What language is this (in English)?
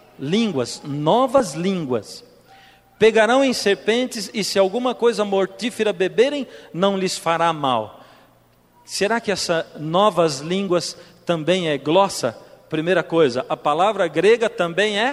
Portuguese